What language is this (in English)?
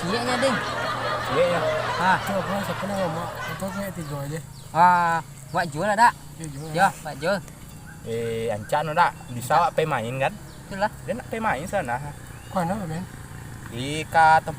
Minangkabau